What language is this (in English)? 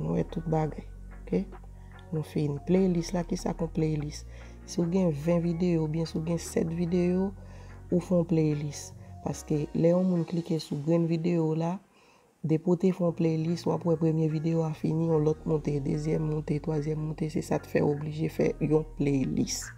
Haitian Creole